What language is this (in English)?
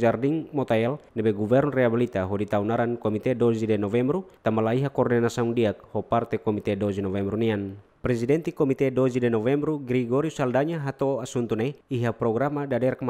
Tetum